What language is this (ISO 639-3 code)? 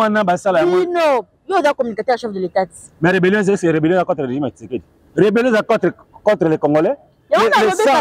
lin